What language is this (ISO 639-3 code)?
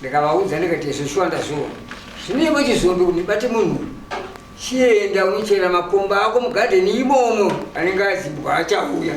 sna